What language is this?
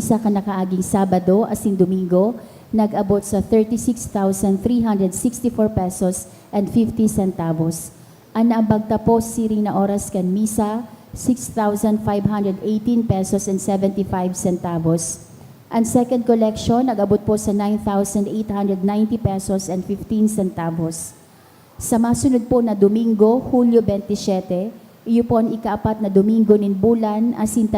Bikol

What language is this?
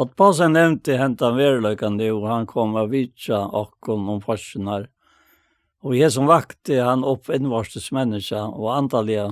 Faroese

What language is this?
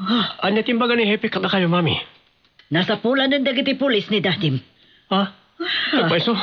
Iloko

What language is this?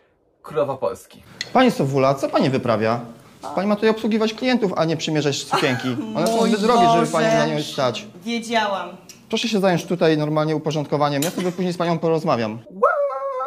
Polish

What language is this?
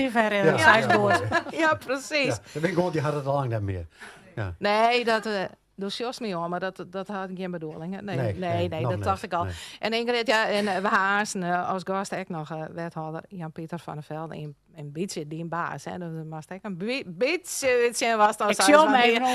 Western Frisian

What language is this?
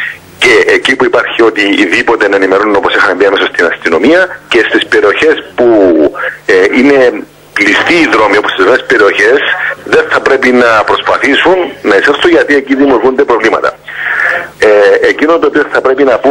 Greek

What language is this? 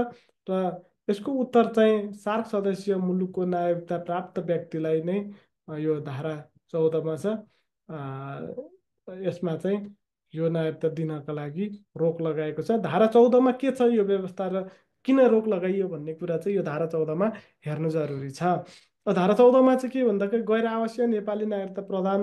Nepali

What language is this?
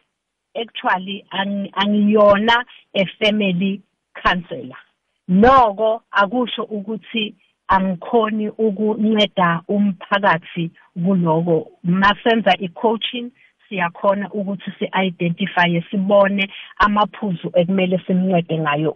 South Ndebele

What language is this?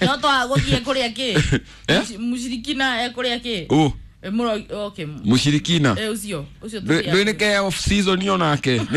Kikuyu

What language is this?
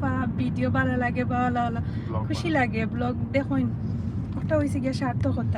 Sylheti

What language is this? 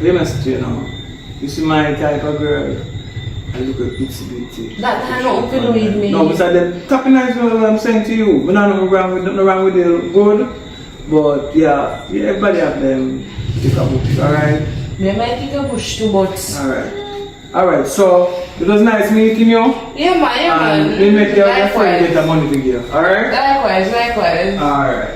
Jamaican Creole English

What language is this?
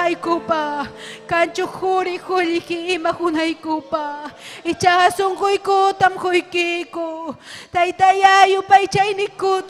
Ayacucho Quechua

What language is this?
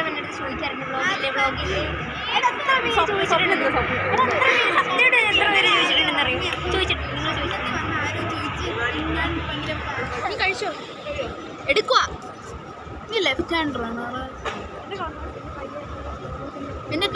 Malayalam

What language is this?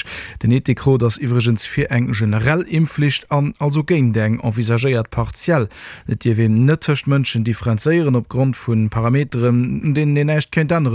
Luxembourgish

